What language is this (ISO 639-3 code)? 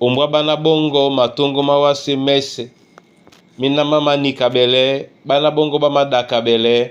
dua